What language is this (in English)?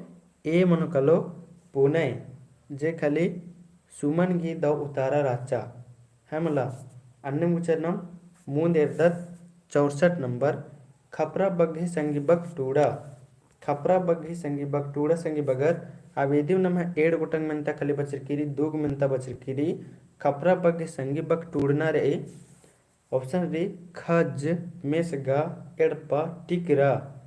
Kurukh